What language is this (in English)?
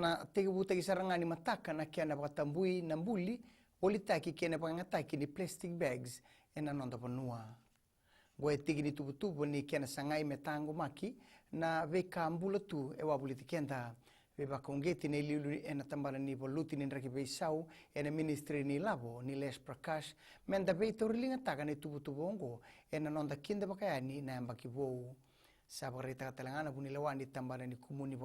Fijian